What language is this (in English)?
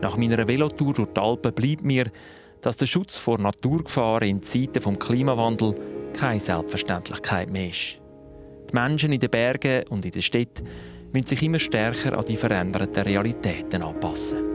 Swiss German